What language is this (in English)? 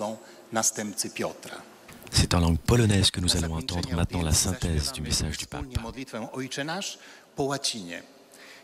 French